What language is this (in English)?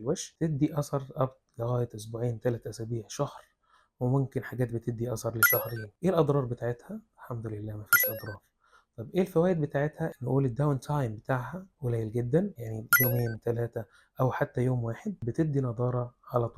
Egyptian Arabic